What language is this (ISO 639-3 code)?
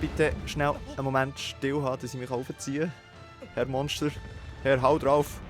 gsw